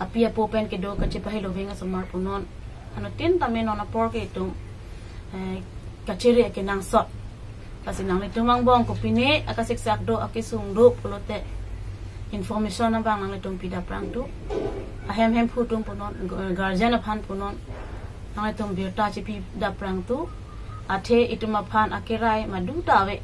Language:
Karbi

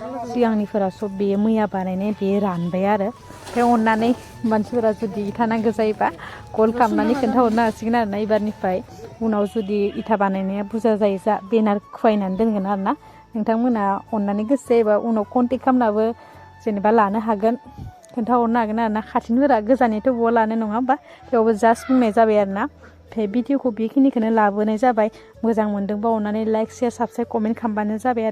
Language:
Bodo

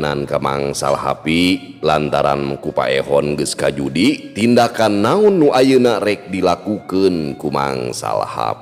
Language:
Sundanese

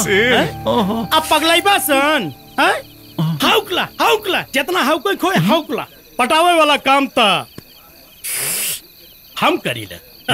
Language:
Bhojpuri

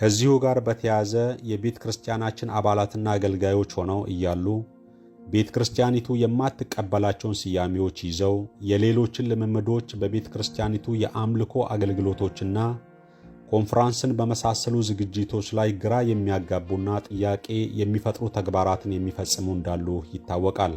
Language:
Amharic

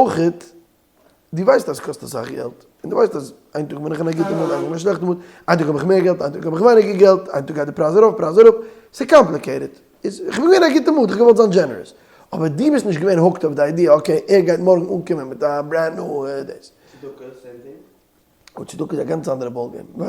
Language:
Yiddish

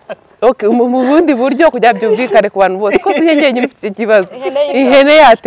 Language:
Kinyarwanda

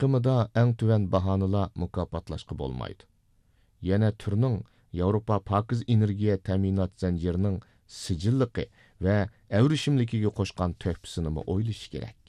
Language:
Uyghur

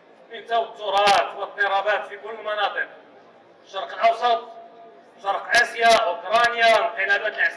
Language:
Arabic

